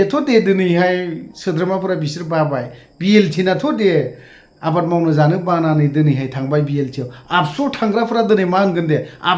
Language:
Bodo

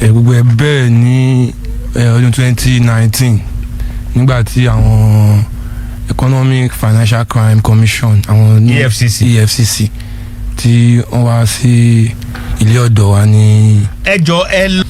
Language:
Yoruba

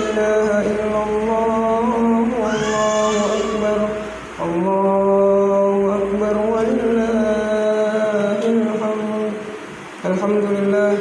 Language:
Buginese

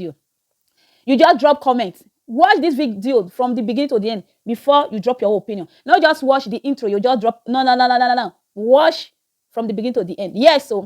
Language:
Nigerian Pidgin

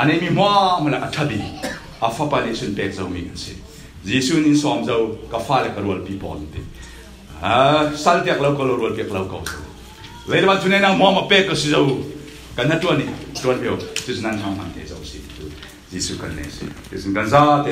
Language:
Falam Chin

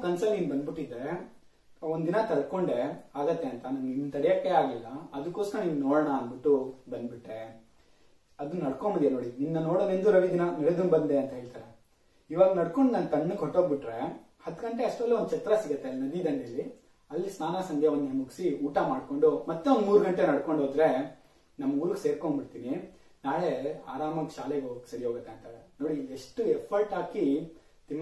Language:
Kannada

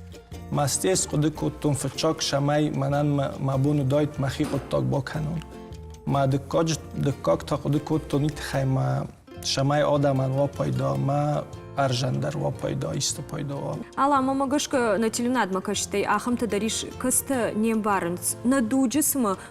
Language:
Ossetic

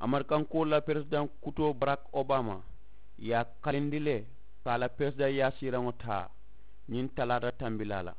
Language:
Mandingo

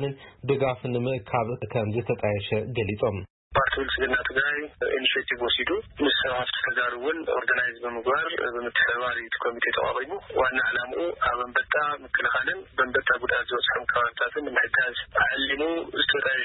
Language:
Tigrinya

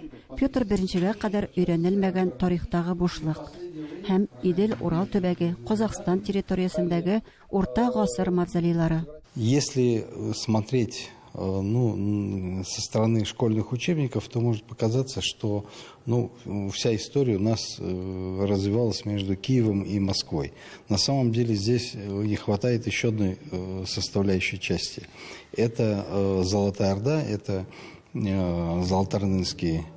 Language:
Tatar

